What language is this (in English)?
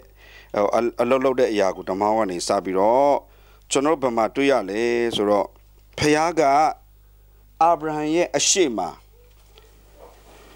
Burmese